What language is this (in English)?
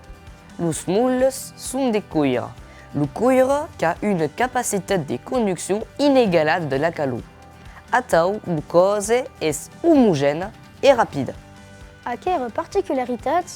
Occitan